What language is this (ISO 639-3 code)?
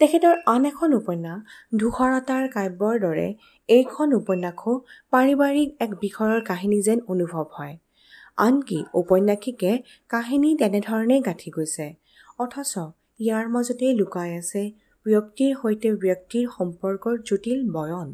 asm